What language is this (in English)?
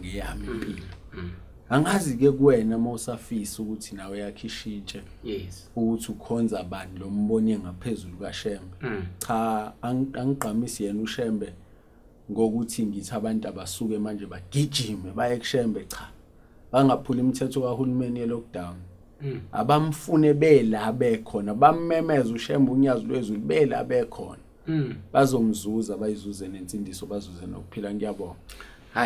Zulu